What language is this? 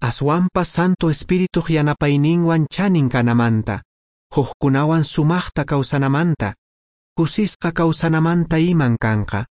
Quechua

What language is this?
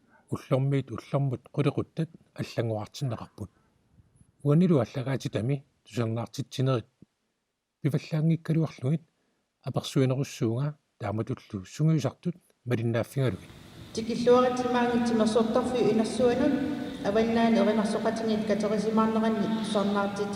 Kalaallisut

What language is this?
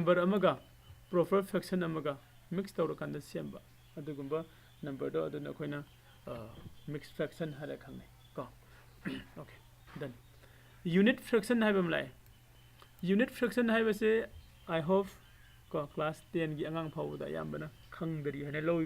Manipuri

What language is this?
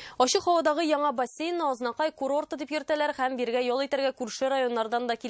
Tatar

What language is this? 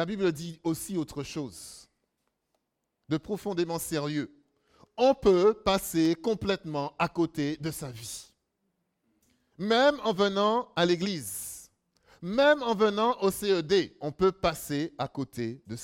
French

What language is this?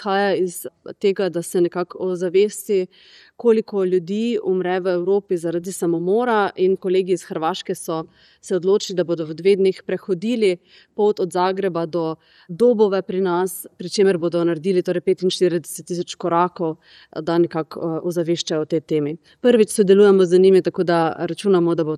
Slovenian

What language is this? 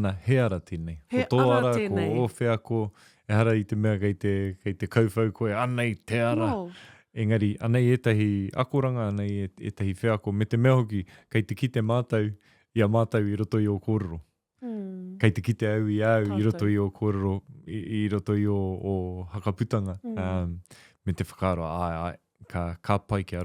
Māori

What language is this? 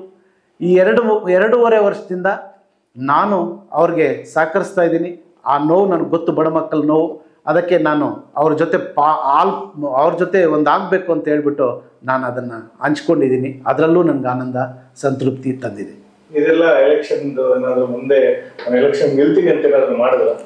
Kannada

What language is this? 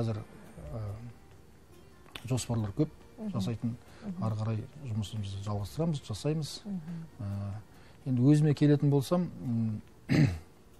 Kazakh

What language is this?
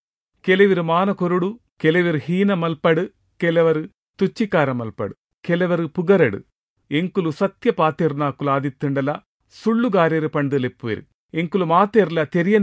Tulu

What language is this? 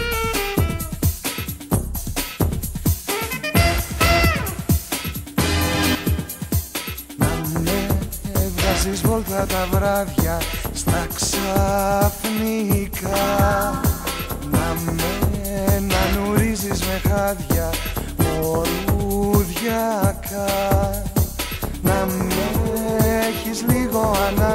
Greek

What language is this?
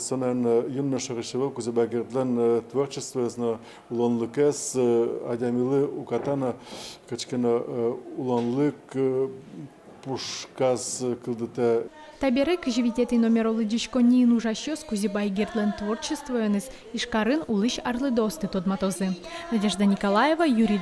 Udmurt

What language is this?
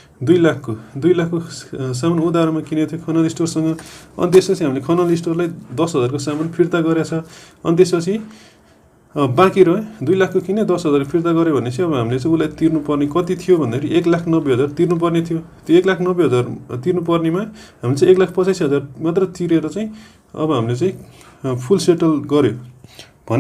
Nepali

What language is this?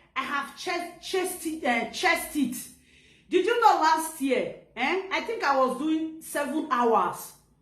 Nigerian Pidgin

